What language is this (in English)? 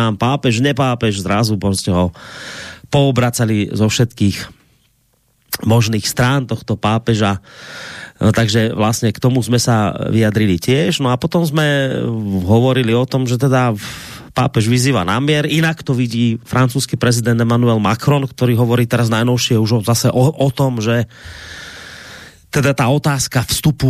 Slovak